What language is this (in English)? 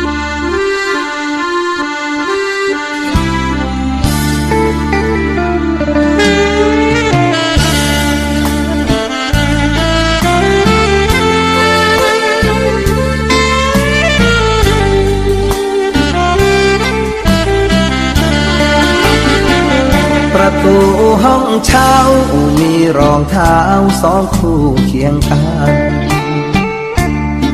Thai